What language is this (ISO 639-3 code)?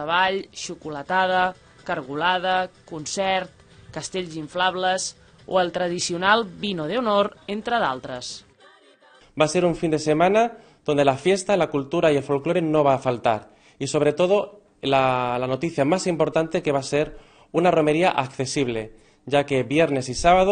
cat